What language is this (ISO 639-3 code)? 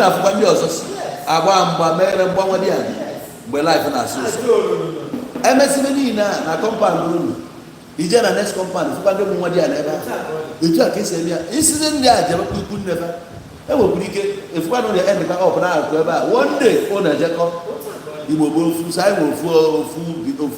ibo